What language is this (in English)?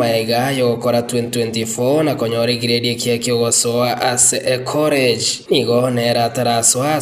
Gusii